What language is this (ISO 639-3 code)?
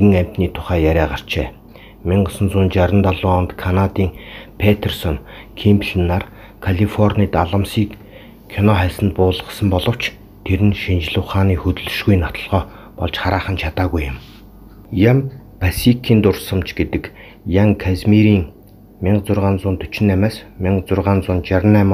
mon